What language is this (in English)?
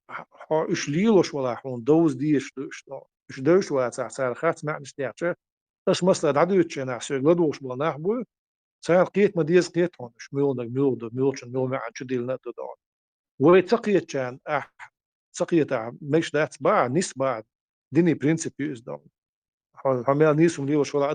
Chechen